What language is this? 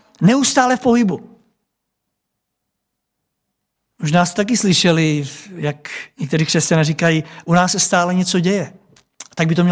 Czech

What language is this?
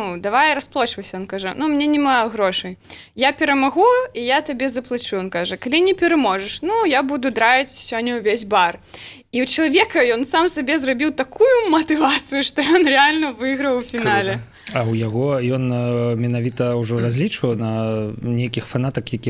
Belarusian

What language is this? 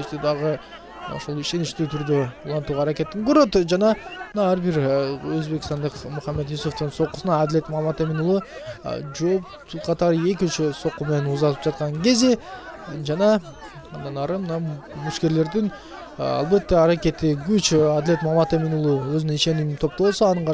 Kyrgyz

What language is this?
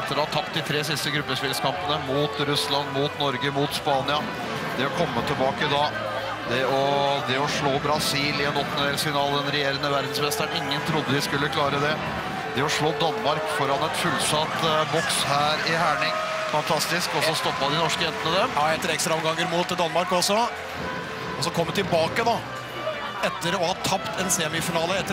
Norwegian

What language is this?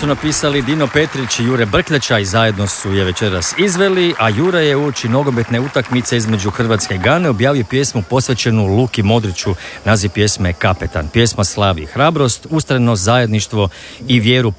Croatian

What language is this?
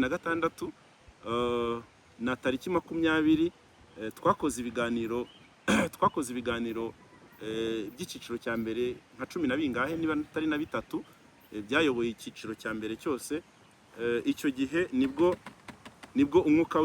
Kinyarwanda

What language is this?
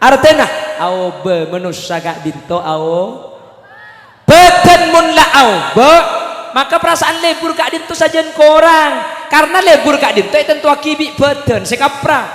Madurese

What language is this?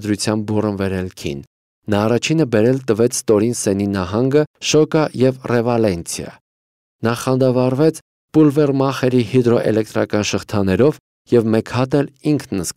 Armenian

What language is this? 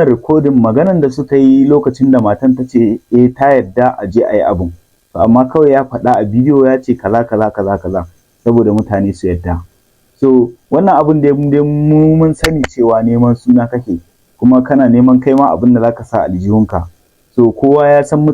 Hausa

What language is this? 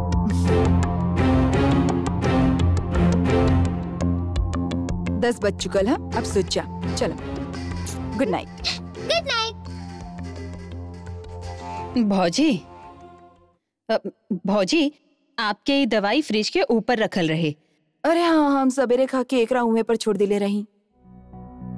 Bhojpuri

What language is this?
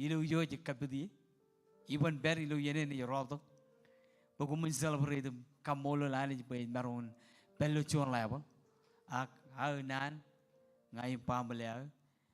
Marshallese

